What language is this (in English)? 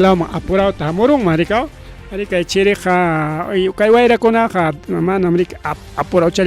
Ayacucho Quechua